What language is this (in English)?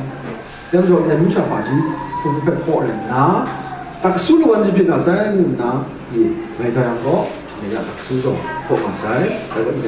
Kachin